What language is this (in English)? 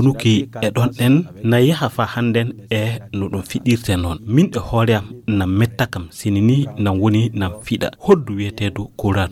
Fula